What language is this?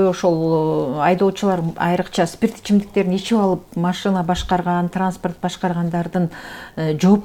Kyrgyz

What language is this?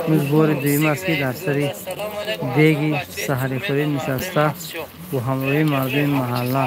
Tajik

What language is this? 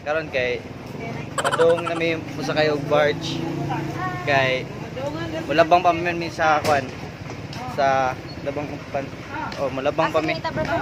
Cebuano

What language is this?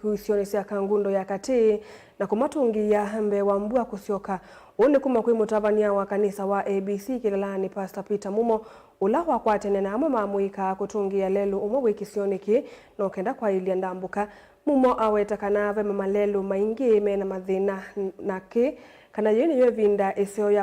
Kamba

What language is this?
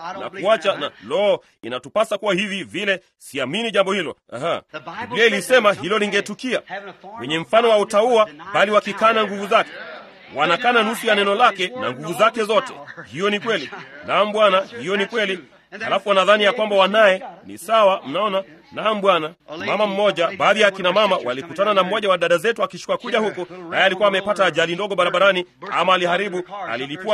Swahili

